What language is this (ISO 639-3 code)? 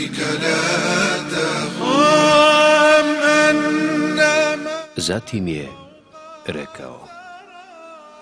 bos